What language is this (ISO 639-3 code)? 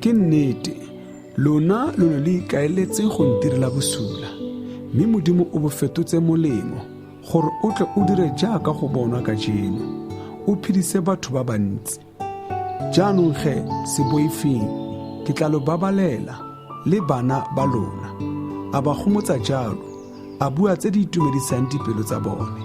tsn